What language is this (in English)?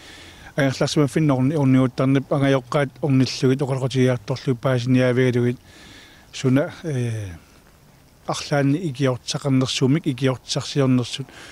Kalaallisut